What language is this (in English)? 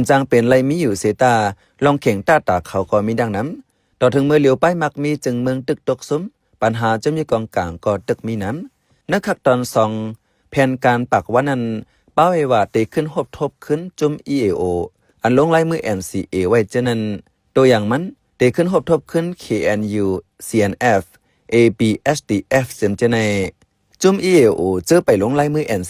Shan